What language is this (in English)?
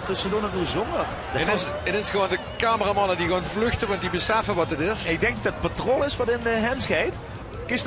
Limburgish